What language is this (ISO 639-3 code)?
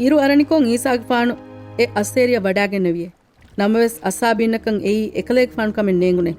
div